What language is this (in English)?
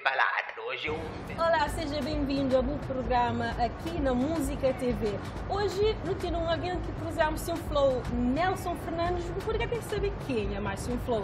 Kabuverdianu